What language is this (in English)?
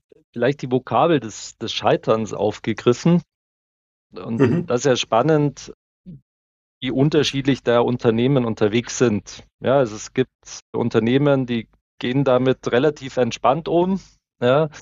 German